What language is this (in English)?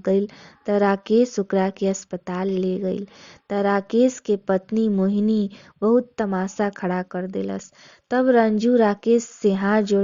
Bhojpuri